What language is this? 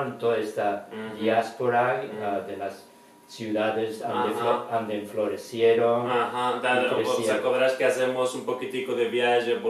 Ladino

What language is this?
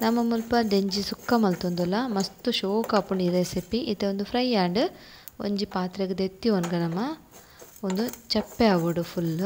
Tulu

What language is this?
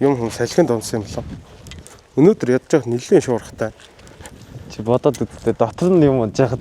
Mongolian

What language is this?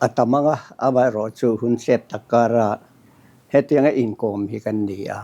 Mizo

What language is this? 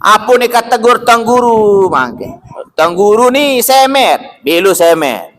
Sasak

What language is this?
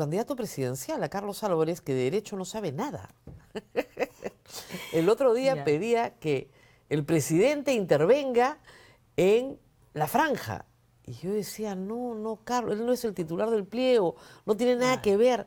Spanish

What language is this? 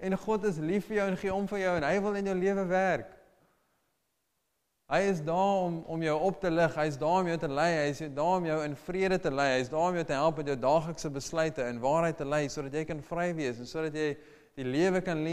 Afrikaans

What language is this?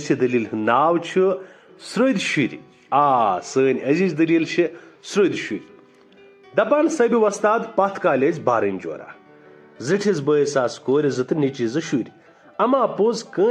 Kashmiri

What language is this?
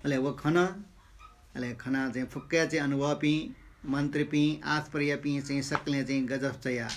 Newari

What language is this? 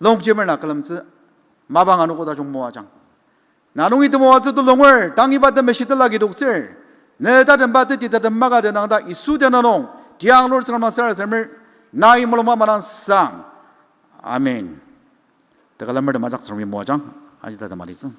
Ao Naga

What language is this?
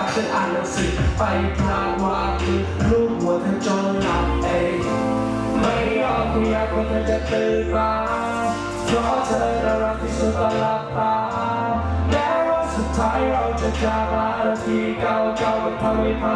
Thai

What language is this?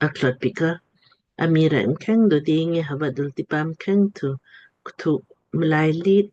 Lamkang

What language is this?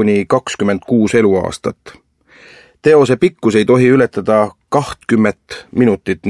Estonian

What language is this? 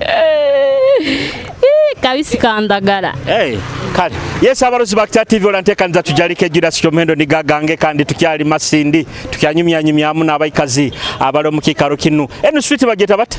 Nyoro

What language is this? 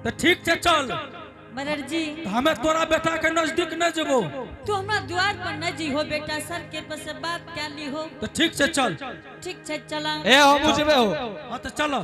Angika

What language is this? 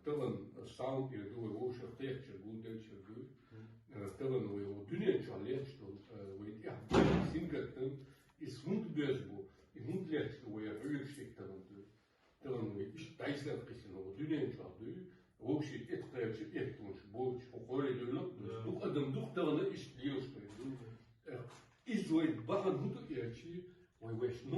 Chechen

